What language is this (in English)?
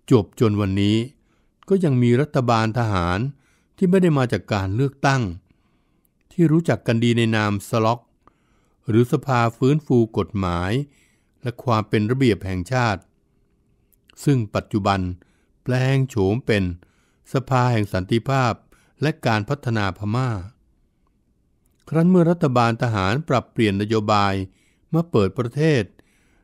Thai